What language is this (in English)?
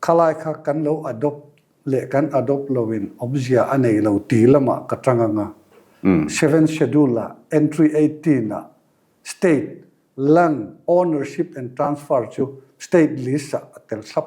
Mizo